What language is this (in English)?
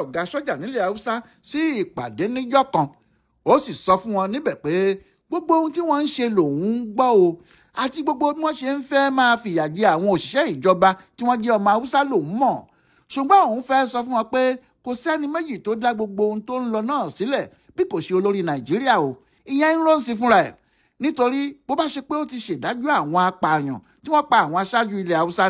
Yoruba